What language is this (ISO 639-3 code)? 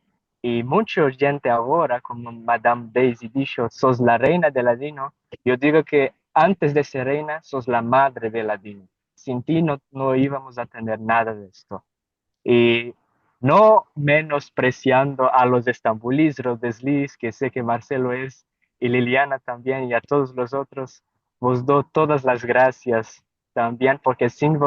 lad